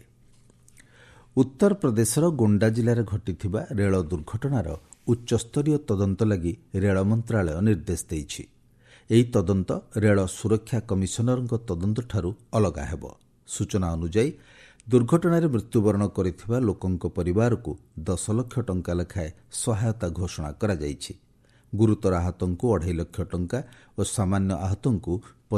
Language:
Odia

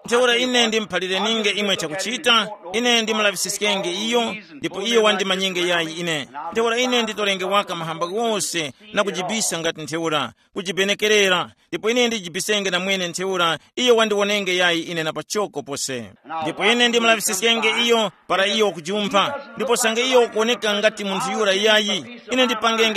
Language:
Tumbuka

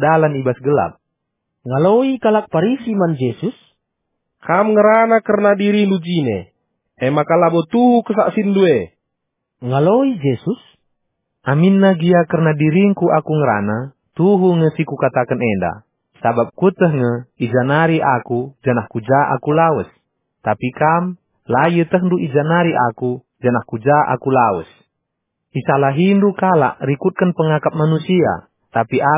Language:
Batak Karo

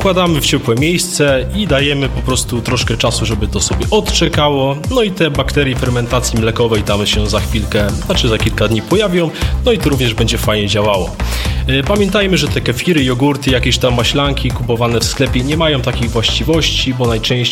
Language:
Polish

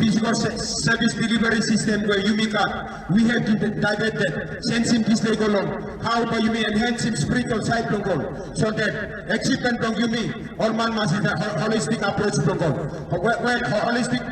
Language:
Tok Pisin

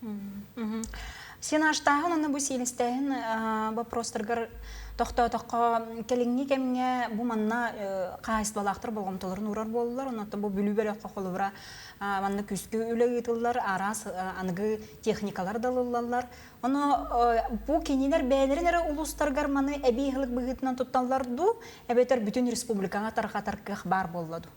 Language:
Yakut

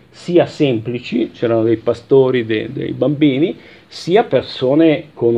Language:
Italian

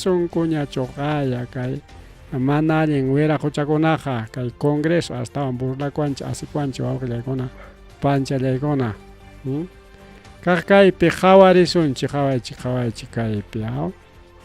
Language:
Ayacucho Quechua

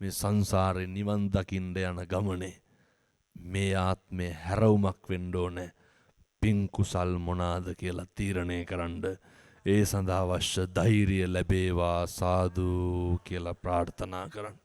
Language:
Sinhala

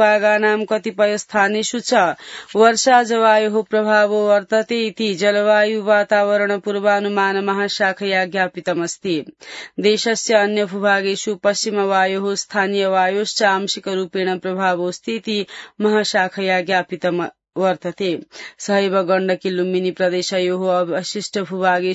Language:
Sanskrit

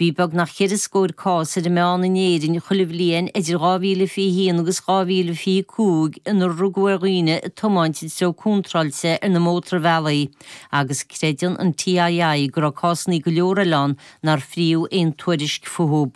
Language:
Irish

